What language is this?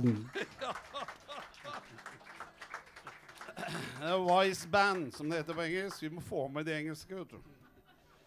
Norwegian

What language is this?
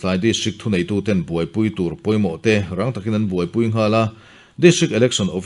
Mizo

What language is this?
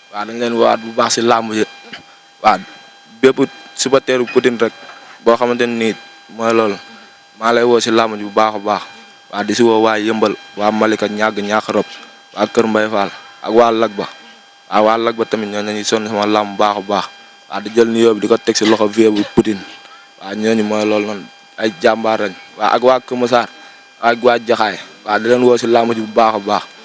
Wolof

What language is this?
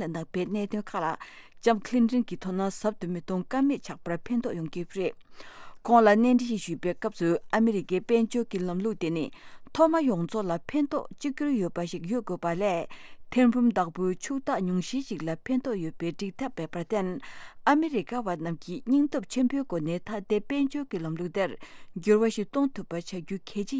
Tibetan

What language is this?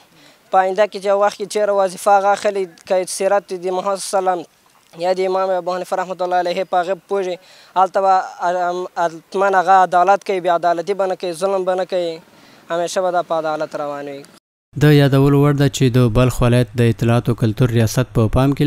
Pashto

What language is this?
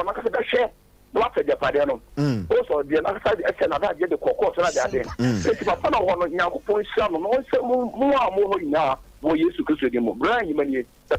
Akan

